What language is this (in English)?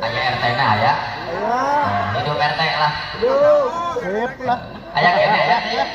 Sundanese